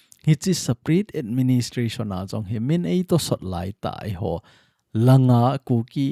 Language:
Thado Chin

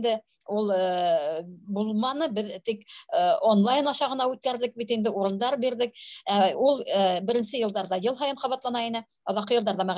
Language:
Bashkir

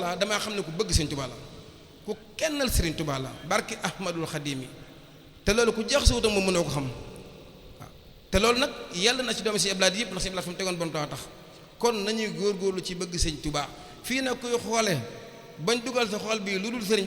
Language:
Wolof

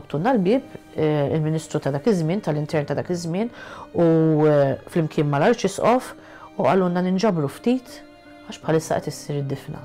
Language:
Maltese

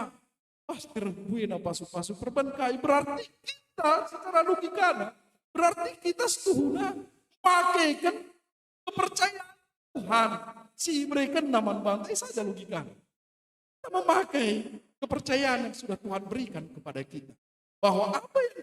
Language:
Batak Karo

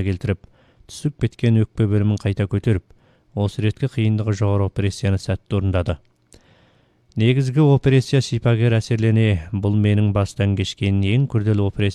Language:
Kazakh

